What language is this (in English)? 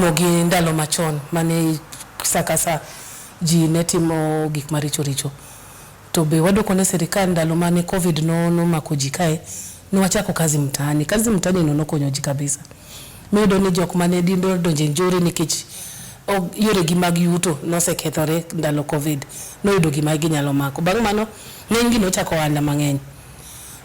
Luo (Kenya and Tanzania)